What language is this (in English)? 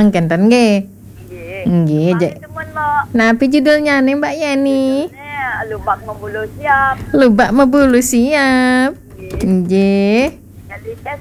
Balinese